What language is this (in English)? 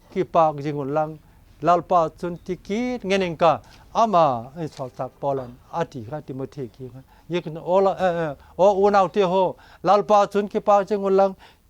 Vaiphei